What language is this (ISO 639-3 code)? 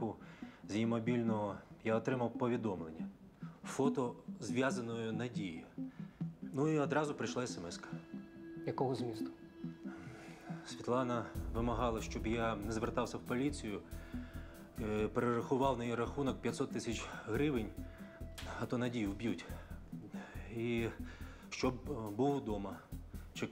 ukr